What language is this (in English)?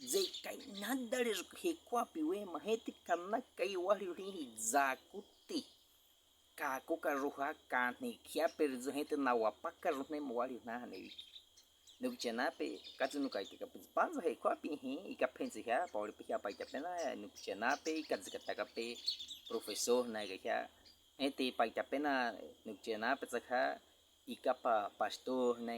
Baniwa